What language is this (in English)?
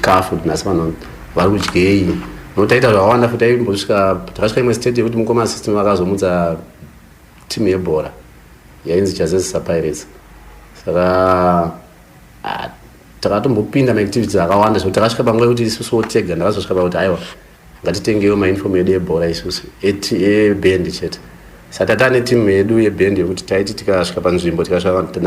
Shona